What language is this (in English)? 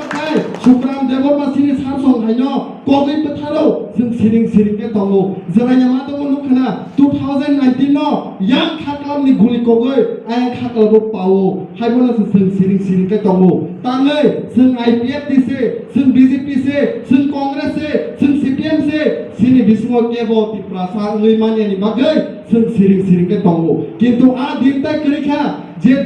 Kok Borok